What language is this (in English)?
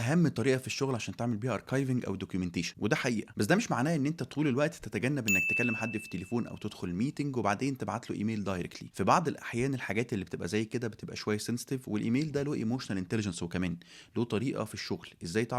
Egyptian Arabic